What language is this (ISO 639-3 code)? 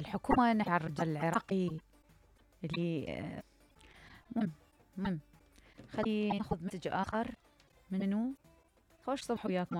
acm